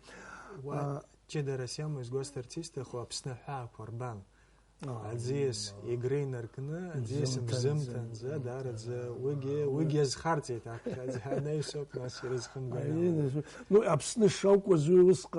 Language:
Abkhazian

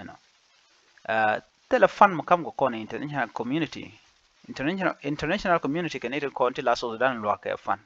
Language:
Nuer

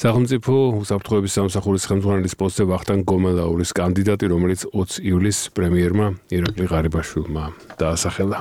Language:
Georgian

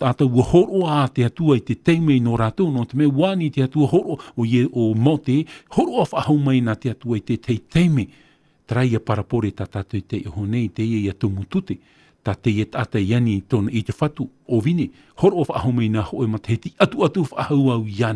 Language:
Tahitian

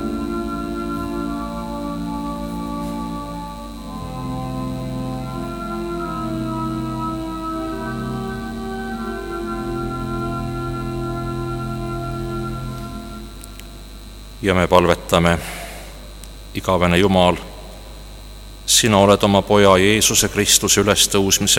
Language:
Estonian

